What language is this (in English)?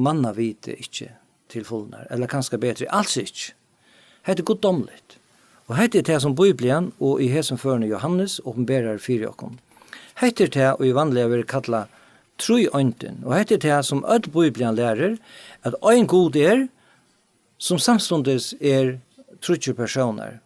Faroese